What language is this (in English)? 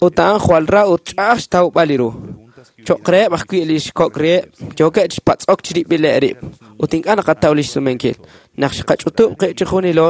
Kekchí